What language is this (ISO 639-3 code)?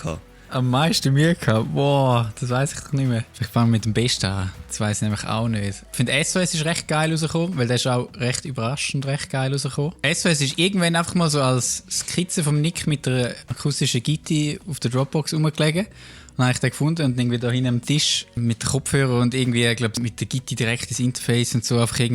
gsw